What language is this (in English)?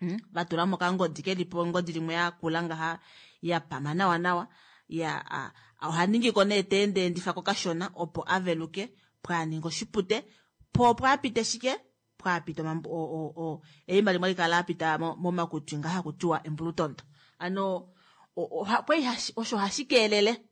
Kuanyama